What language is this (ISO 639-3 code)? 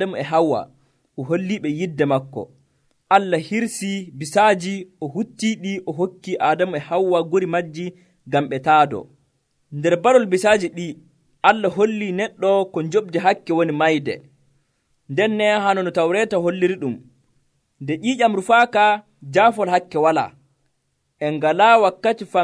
fuv